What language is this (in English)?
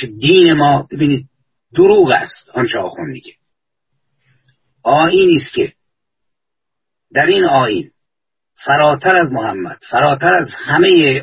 Persian